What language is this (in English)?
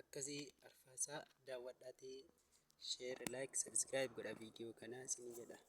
Oromo